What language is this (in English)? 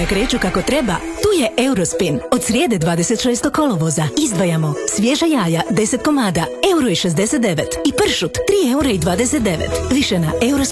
Croatian